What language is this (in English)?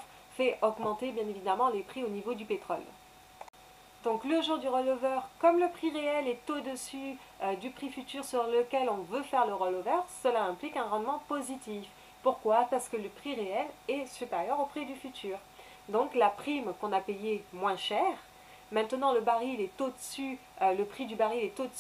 French